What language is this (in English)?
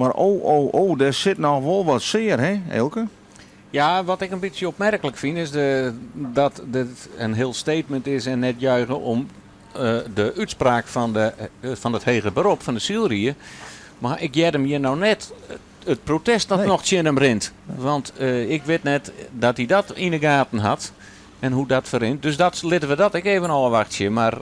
Western Frisian